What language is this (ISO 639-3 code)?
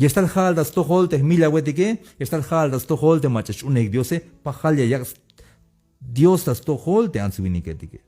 tzh